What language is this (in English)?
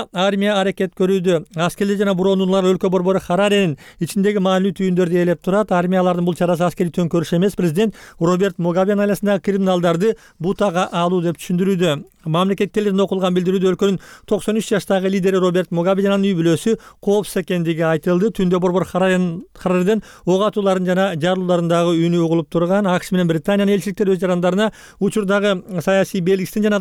Kyrgyz